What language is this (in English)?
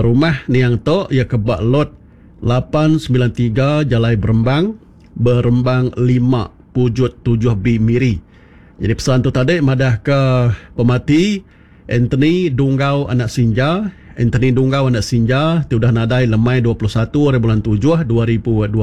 Iban